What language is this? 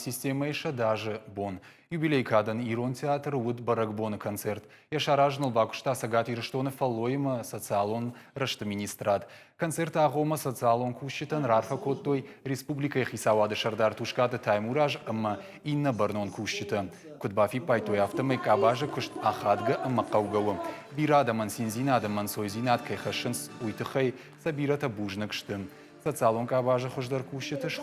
Ossetic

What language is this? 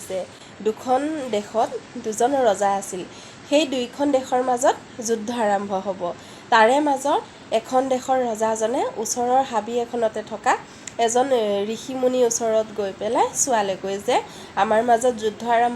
Assamese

